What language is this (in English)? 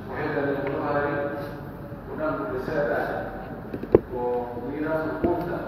Pular